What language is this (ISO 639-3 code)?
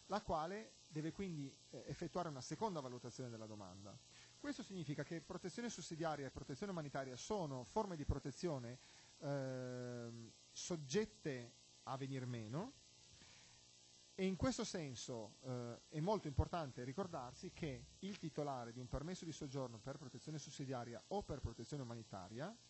ita